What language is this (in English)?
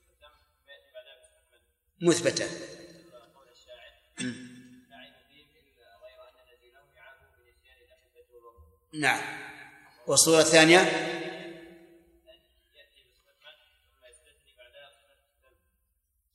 Arabic